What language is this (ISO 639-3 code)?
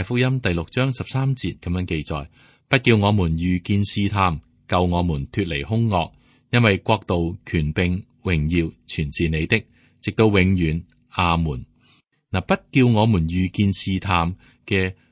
yue